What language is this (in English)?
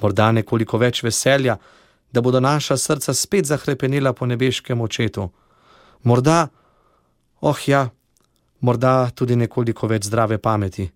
Slovenian